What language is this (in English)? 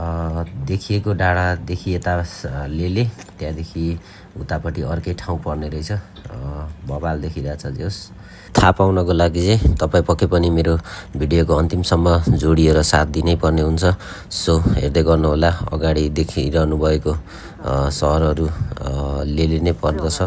Nepali